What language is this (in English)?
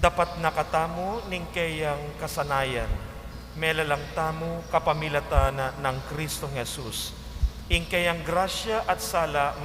Pampanga